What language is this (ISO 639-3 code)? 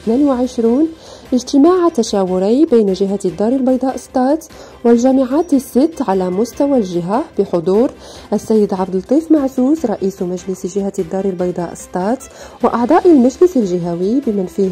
ara